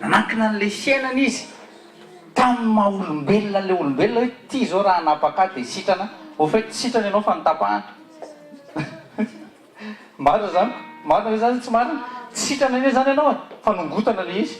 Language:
Malagasy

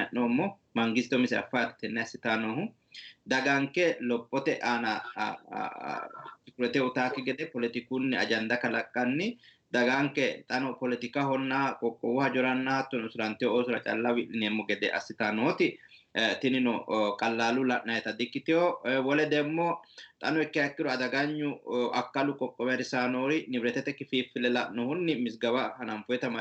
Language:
Sidamo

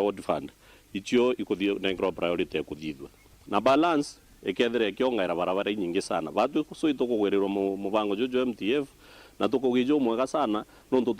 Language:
Meru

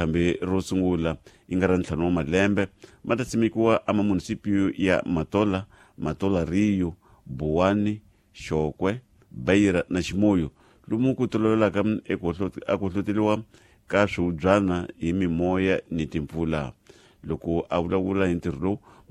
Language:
Tsonga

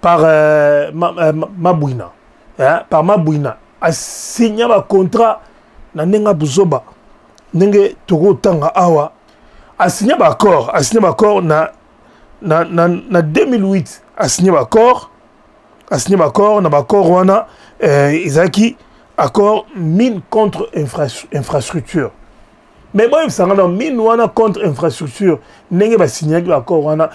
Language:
Lingala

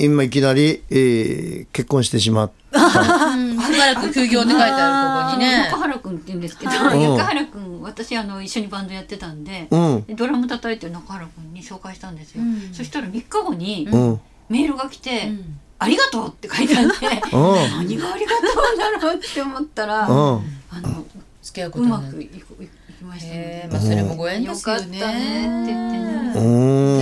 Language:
Japanese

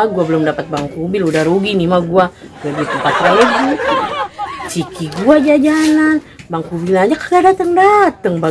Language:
Betawi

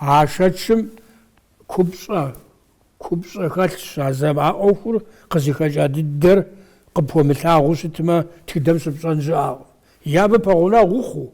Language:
Kabardian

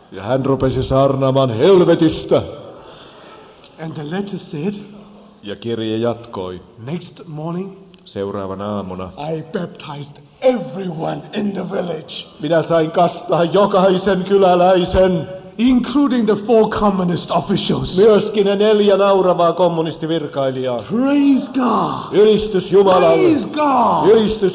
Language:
Finnish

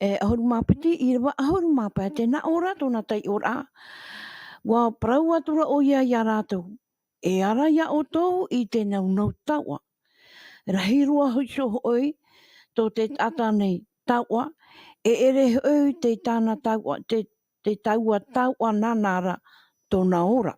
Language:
Tahitian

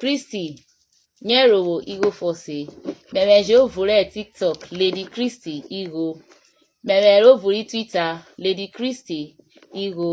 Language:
Urhobo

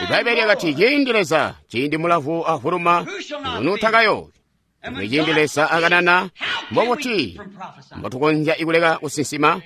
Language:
Tonga (Zambia)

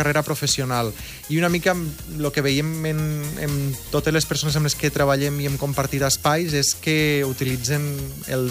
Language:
Catalan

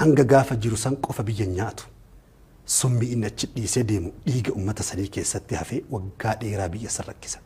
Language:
Oromo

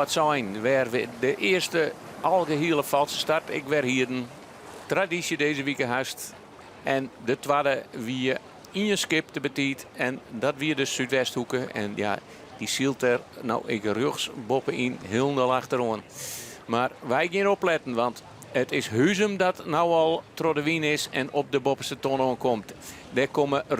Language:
Western Frisian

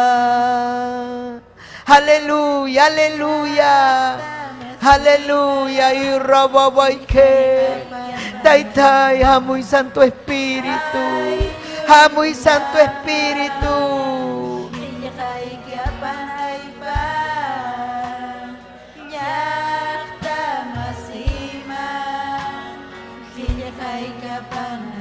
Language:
Ayacucho Quechua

